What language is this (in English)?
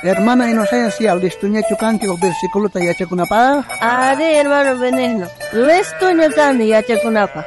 South Bolivian Quechua